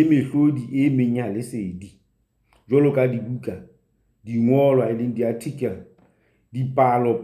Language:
Southern Sotho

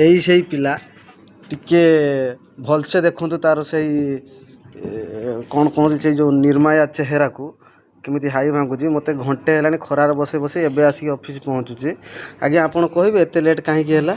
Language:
Odia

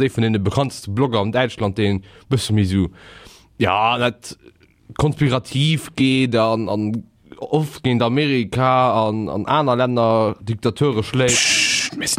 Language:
Luxembourgish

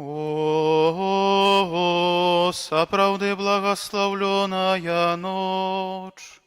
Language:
Belarusian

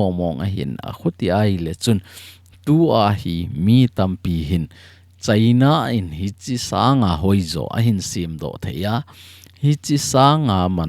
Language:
Thado Chin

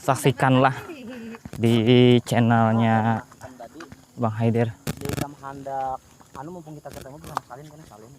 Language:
Banjar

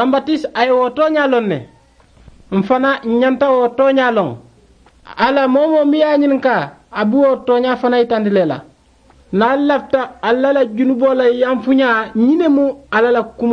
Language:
Mandingo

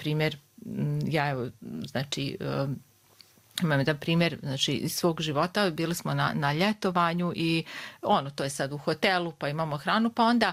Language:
Serbian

